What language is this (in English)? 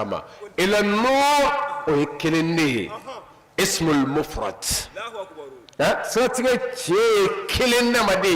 Bambara